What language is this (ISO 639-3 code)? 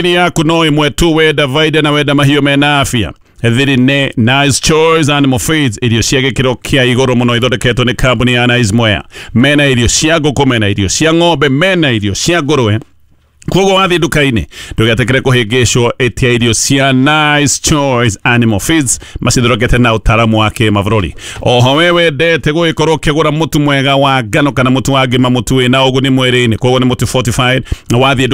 kik